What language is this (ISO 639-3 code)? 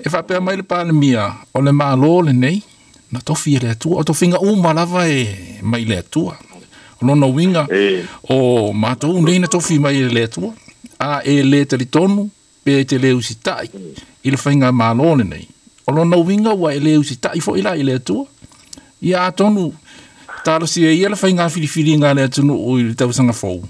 smo